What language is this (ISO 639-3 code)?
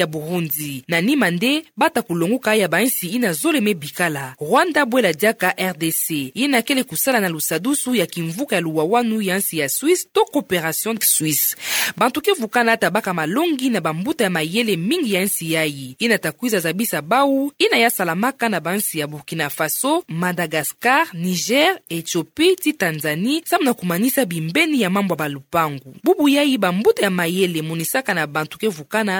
ktu